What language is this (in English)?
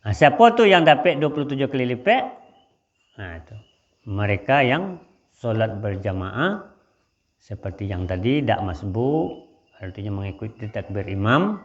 Minangkabau